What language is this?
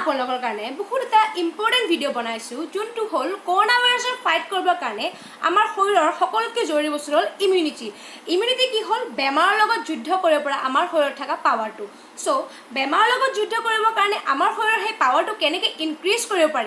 Assamese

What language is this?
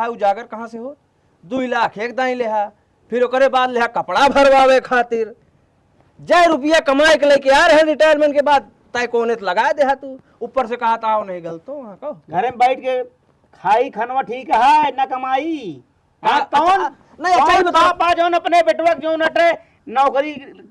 Awadhi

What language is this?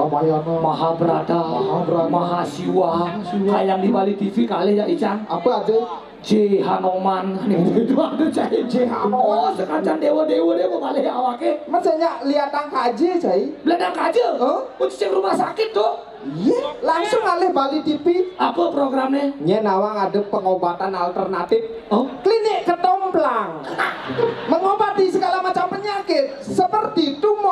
Balinese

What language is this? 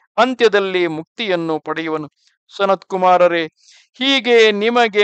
Kannada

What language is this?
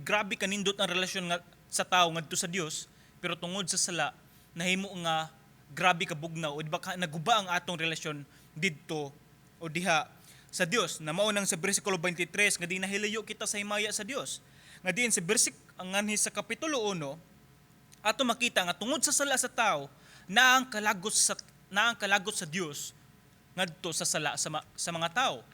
Cebuano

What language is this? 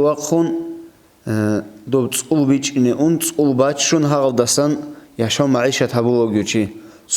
Avaric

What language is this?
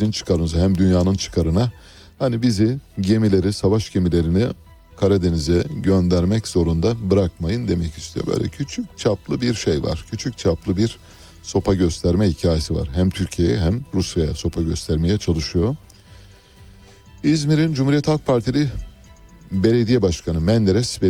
Turkish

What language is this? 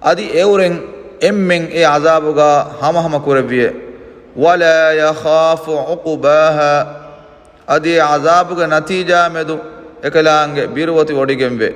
Divehi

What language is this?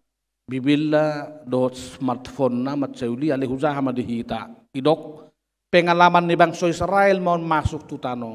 Batak Toba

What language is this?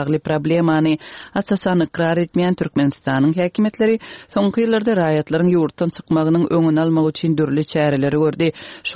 Turkmen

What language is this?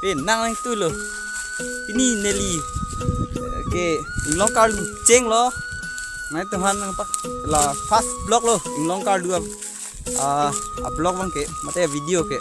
Karbi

